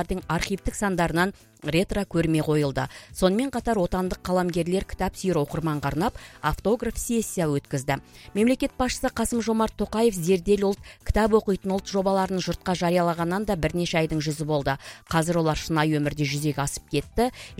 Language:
Kazakh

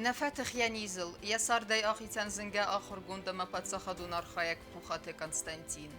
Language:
Ossetic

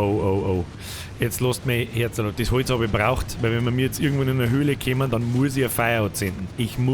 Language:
Bavarian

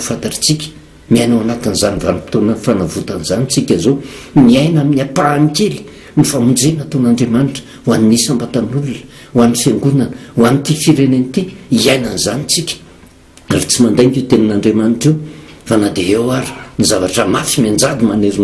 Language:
Malagasy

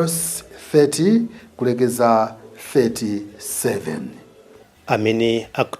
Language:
Nyanja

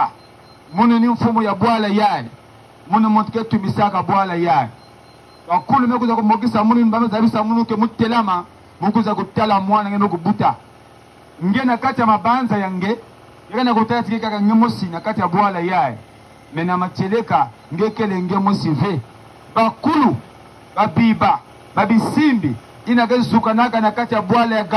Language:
Kituba (Democratic Republic of Congo)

